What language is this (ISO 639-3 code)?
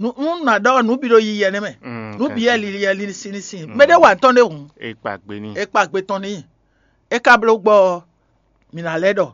fon